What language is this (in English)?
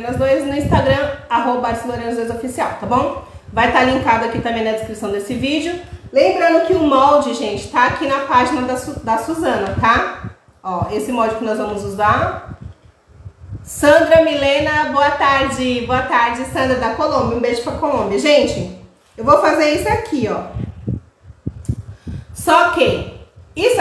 Portuguese